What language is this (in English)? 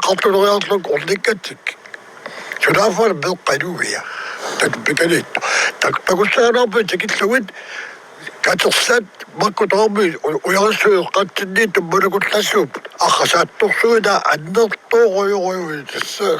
Kalaallisut